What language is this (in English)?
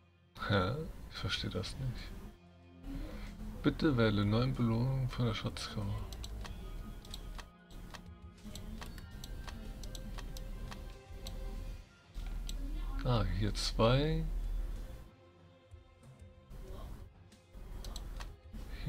German